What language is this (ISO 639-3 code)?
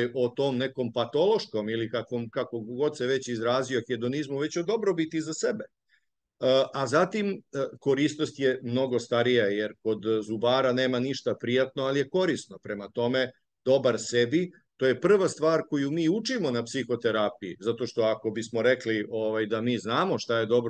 srp